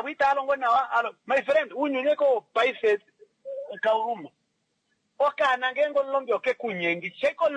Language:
Kuanyama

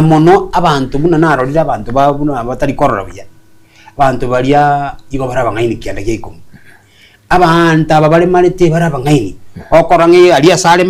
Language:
Gusii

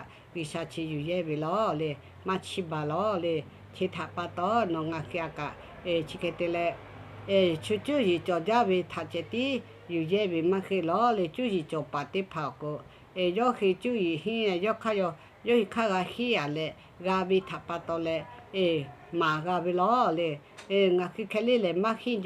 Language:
Lahu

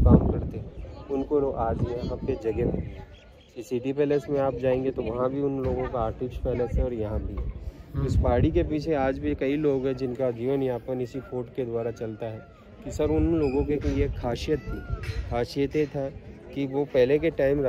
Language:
Hindi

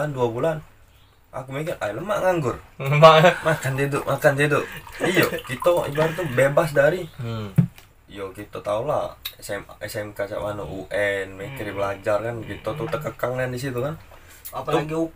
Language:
Musi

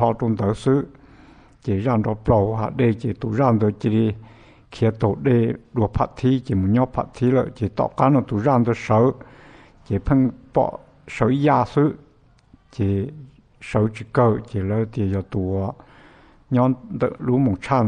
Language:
Hmong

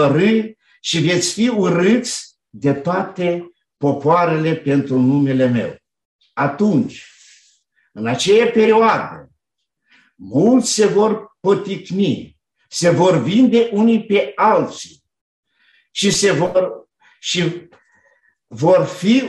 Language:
Romanian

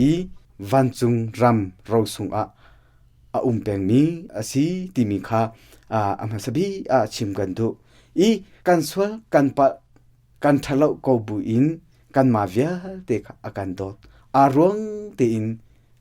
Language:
Hakha Chin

